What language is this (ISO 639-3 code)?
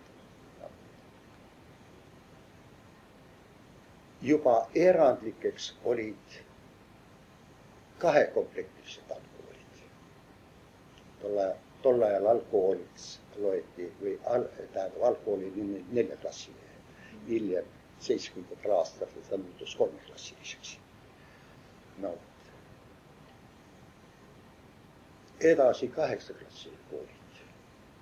est